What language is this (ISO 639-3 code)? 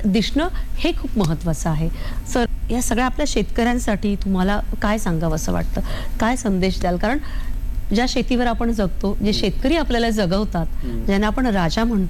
mar